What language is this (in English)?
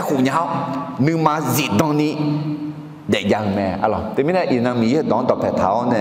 Akha